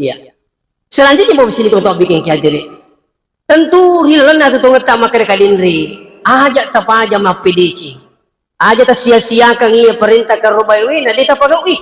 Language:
Buginese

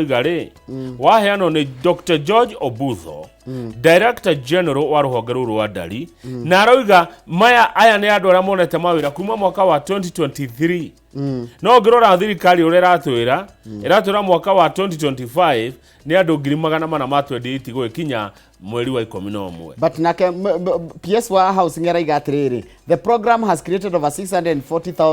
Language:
Kikuyu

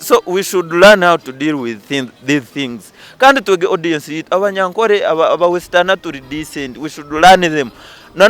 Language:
Nyankole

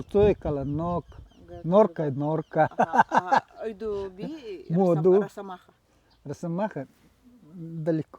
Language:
Nanai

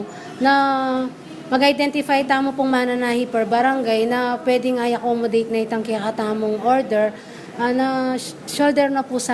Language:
Pampanga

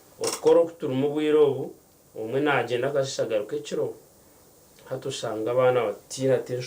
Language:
Nyankole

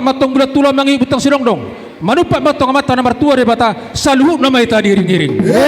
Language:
Batak Toba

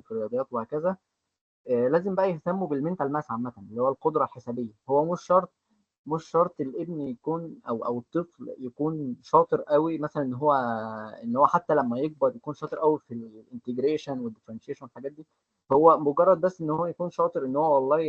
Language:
Egyptian Arabic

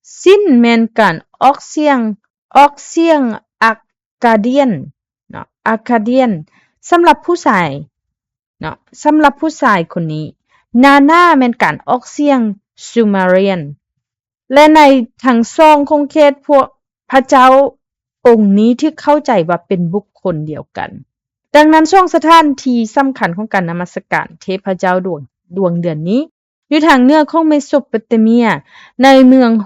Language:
Lao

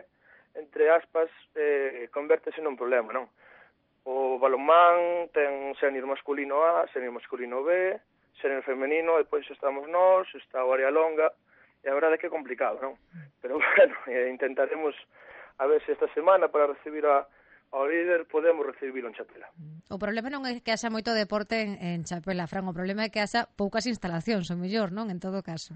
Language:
Galician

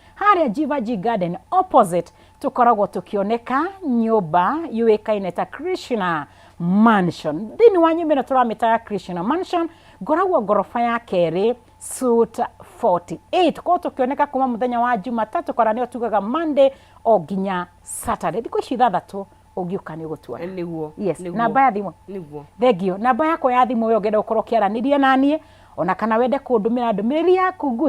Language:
Kikuyu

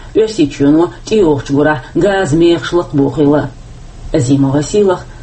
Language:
Chechen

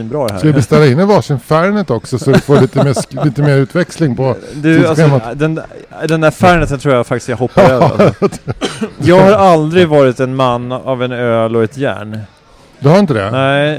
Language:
Swedish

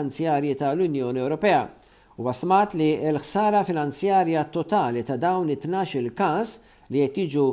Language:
Maltese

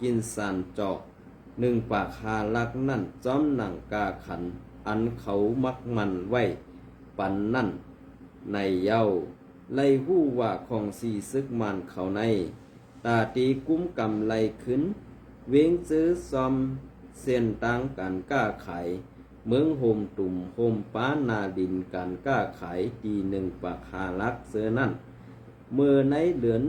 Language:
Shan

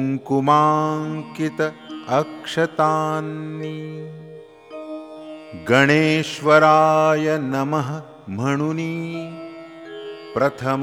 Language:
Marathi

